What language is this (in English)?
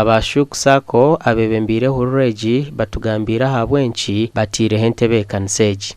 Nyankole